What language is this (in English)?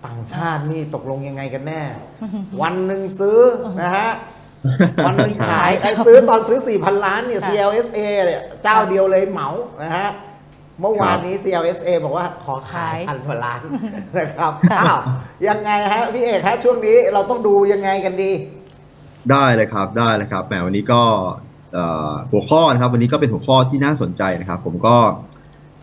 Thai